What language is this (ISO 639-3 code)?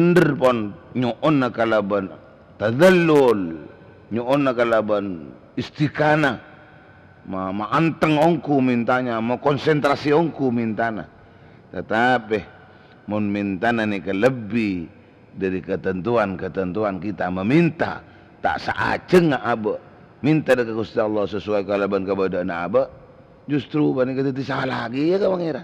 mad